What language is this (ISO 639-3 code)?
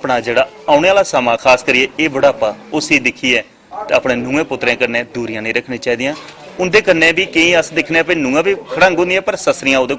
doi